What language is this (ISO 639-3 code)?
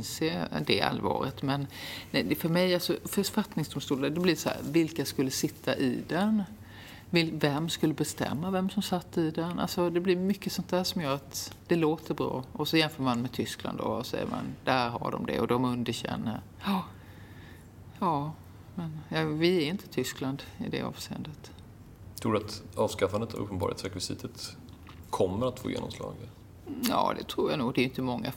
swe